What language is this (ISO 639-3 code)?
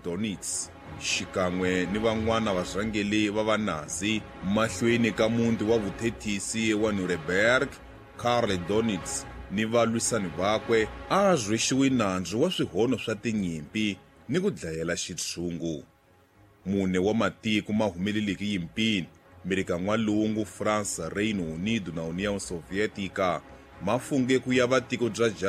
tso